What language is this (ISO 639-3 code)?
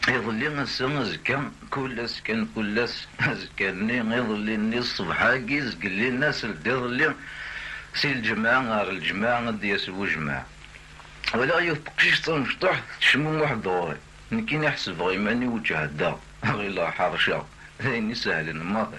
kab